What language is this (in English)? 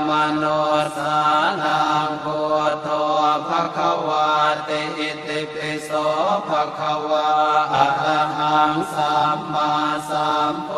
Pali